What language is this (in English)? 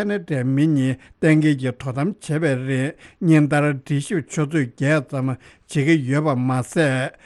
Tibetan